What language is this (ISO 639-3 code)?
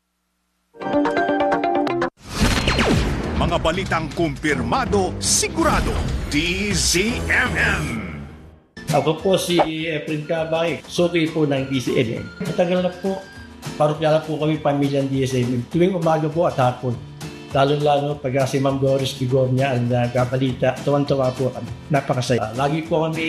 fil